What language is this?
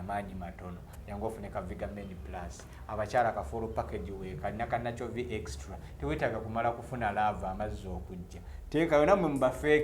Ganda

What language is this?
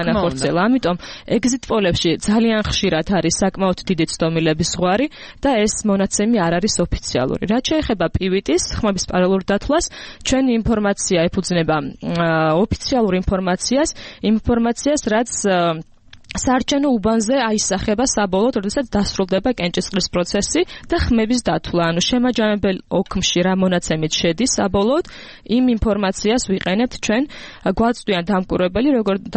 Georgian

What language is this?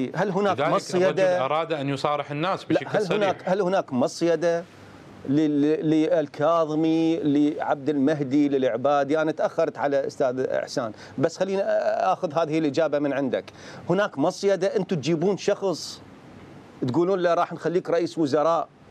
Mesopotamian Arabic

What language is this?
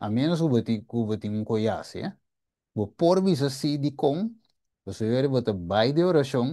Papiamento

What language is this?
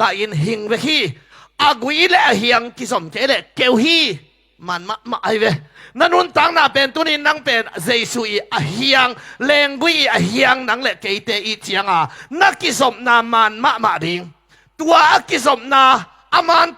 Tedim Chin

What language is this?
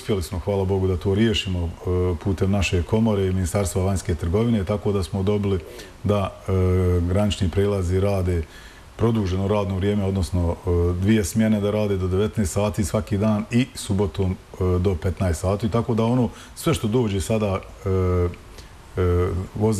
Bosnian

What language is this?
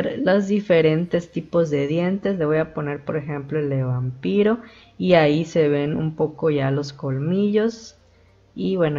Spanish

